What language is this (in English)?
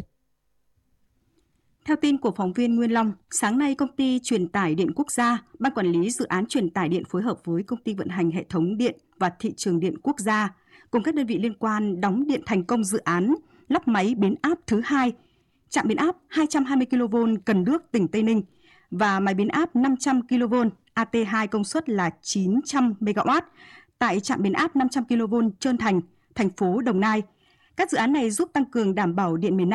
Vietnamese